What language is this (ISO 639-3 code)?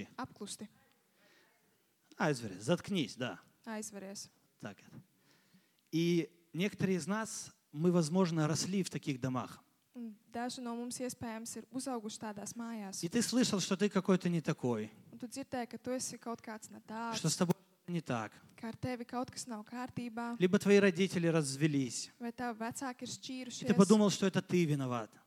rus